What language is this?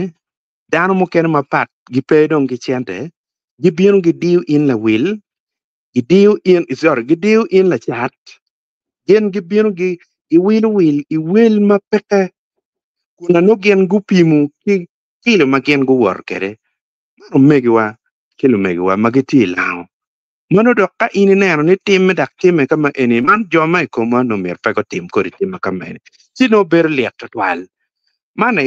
Acoli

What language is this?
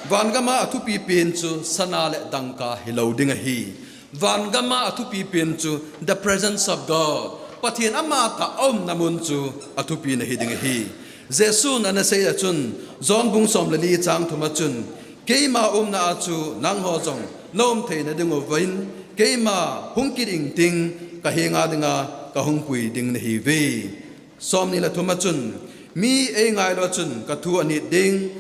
Thado Chin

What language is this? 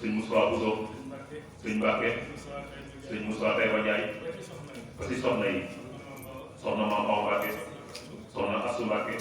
Wolof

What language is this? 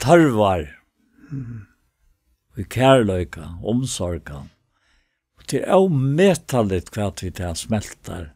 Faroese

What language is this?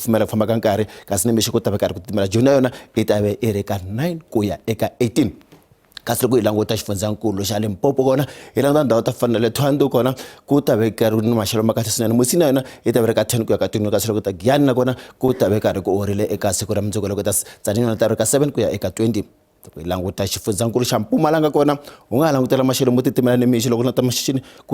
Tsonga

